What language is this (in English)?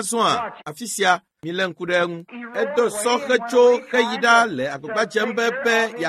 Ewe